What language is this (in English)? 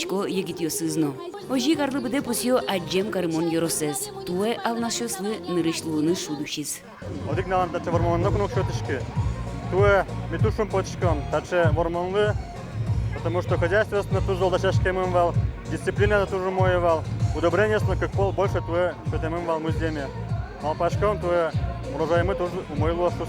Udmurt